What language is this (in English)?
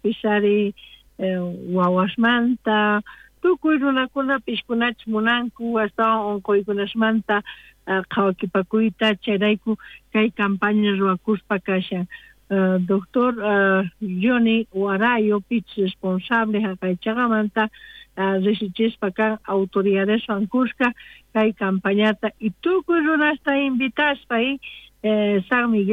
South Bolivian Quechua